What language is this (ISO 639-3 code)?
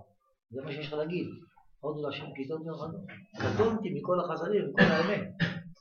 heb